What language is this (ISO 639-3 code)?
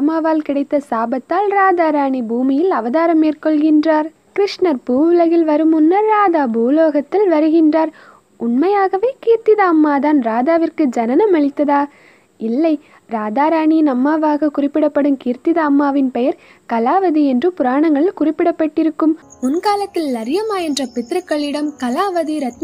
tam